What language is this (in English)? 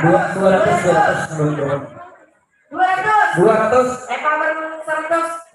Banjar